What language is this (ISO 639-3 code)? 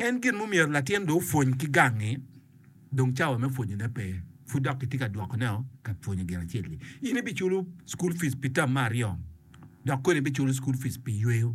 ach